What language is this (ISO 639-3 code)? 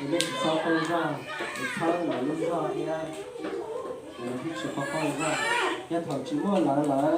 hmn